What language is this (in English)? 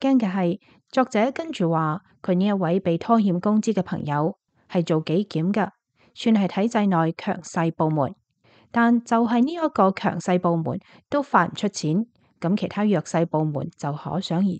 Cantonese